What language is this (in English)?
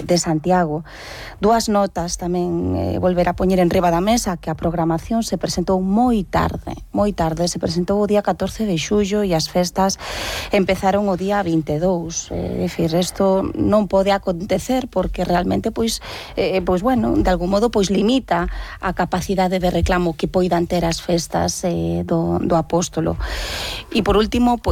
Galician